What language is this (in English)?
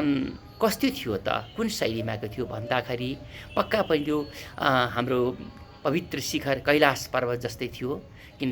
Nepali